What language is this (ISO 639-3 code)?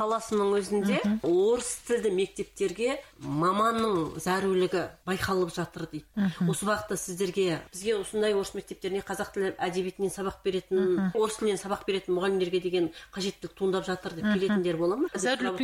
kaz